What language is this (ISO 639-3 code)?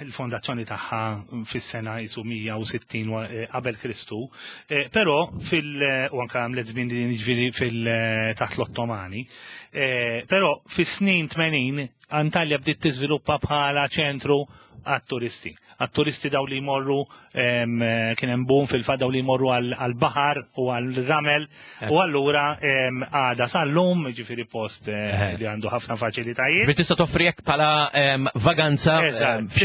mlt